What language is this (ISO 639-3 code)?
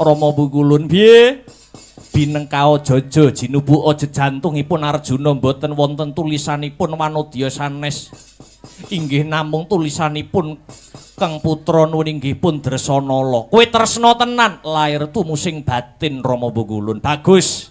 jav